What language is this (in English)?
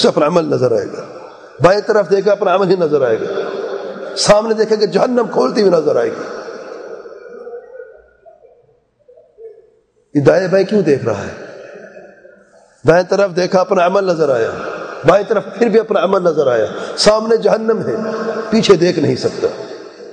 Urdu